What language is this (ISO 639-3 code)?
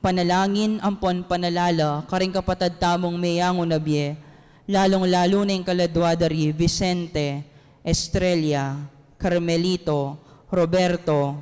pam